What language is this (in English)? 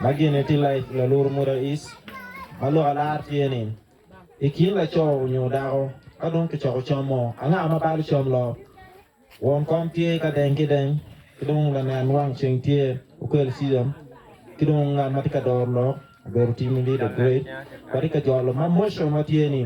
Acoli